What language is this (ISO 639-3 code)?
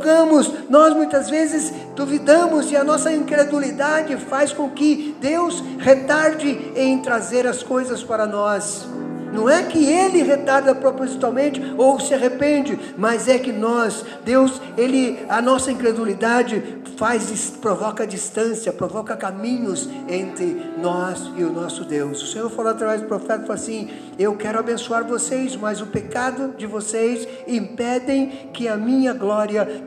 por